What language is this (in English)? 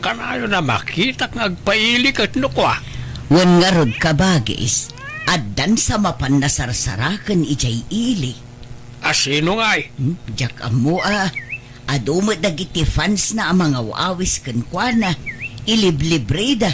Iloko